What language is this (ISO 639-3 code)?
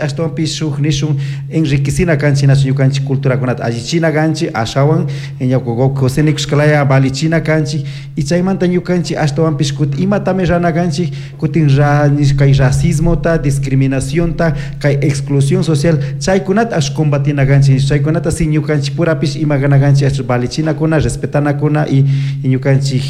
qug